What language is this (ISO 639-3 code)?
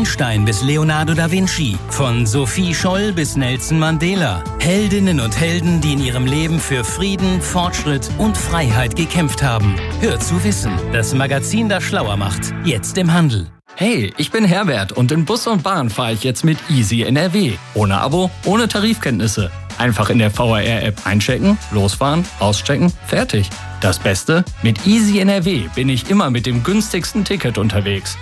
deu